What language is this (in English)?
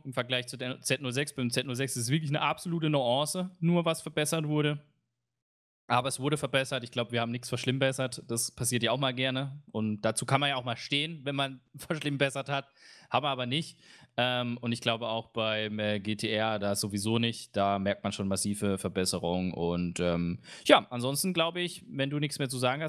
German